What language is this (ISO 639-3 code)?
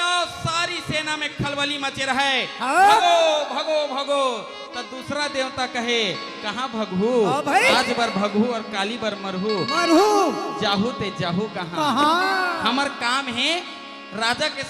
hne